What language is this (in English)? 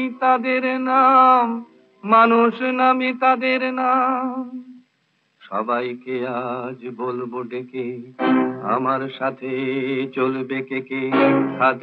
Bangla